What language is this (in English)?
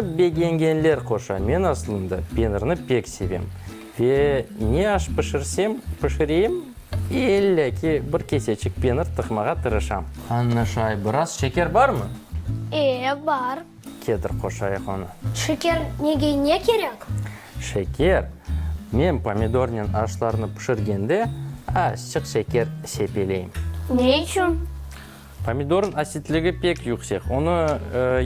Crimean Tatar